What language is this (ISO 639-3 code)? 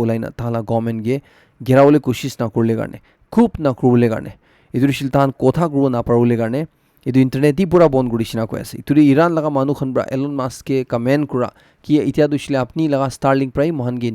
nag